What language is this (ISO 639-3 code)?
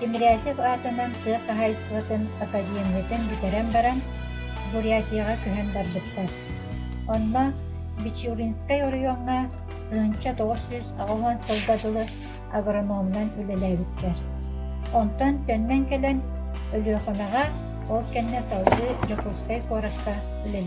sah